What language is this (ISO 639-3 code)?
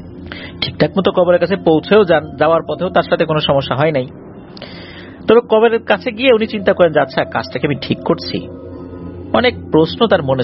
ben